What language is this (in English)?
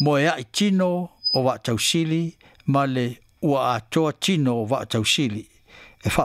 Samoan